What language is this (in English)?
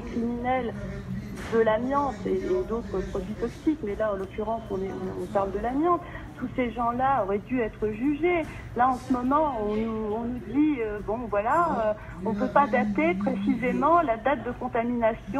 French